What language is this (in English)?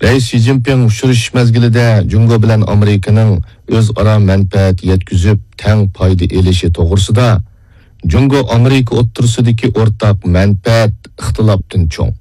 Uyghur